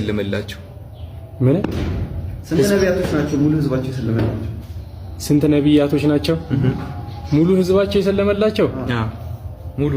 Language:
Amharic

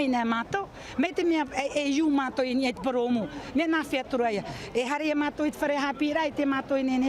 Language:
Tahitian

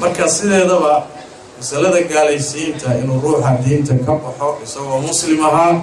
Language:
Somali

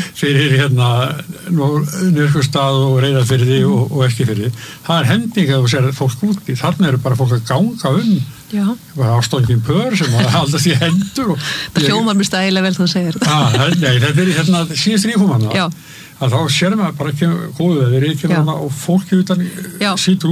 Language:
Icelandic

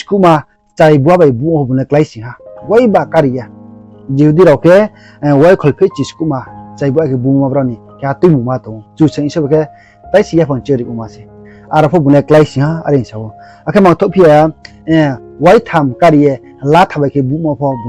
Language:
Riang (India)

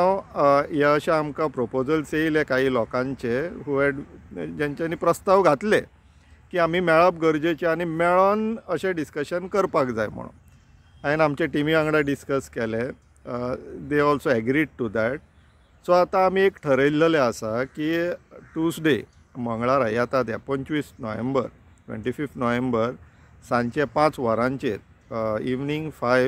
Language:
Konkani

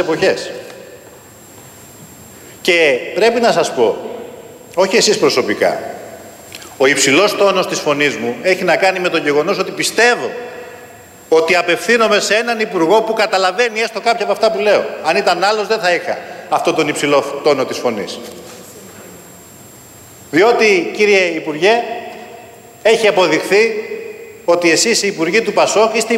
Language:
Greek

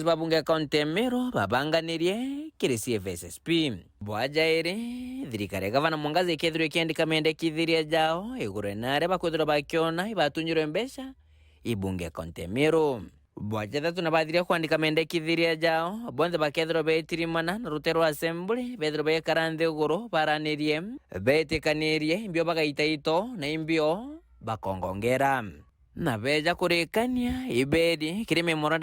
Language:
Meru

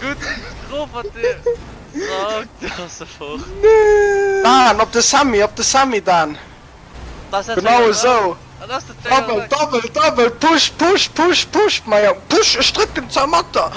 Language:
Luxembourgish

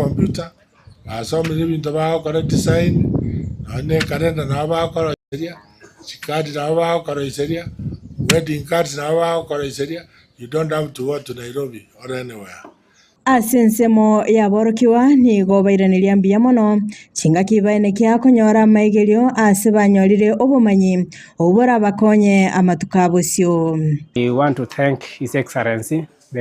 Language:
Gusii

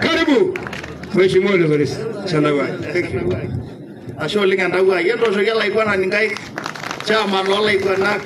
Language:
Masai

